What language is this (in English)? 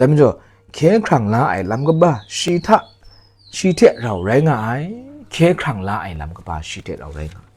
Kachin